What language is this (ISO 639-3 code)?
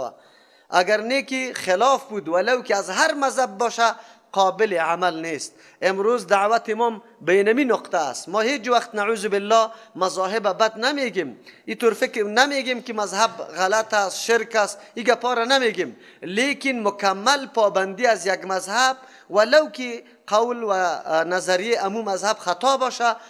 fas